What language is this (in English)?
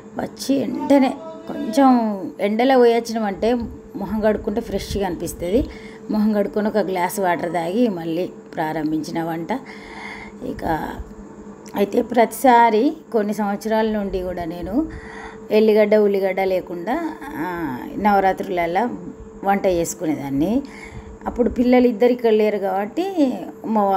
Telugu